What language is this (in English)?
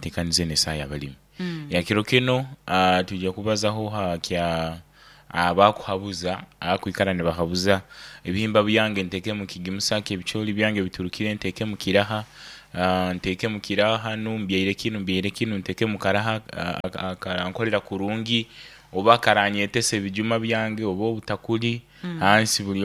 Nyoro